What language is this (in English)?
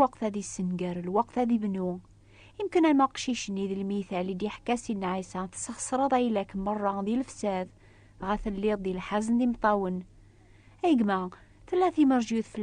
Kabyle